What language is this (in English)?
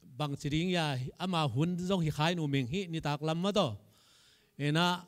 Tedim Chin